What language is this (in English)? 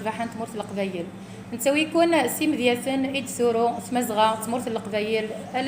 Kabyle